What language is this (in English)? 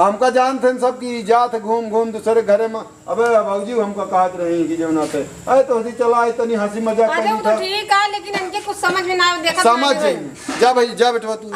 Awadhi